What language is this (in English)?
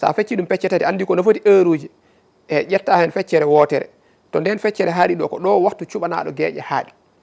Fula